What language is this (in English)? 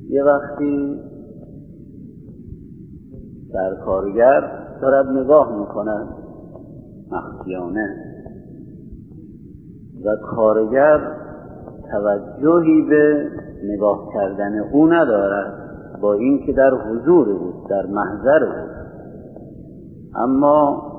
Persian